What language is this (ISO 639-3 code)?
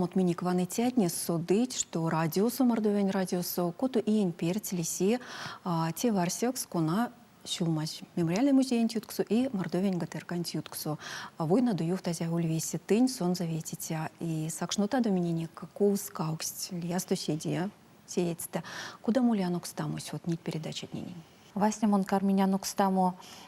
myv